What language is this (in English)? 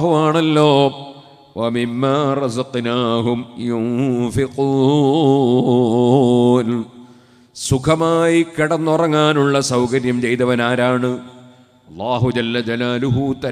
Malayalam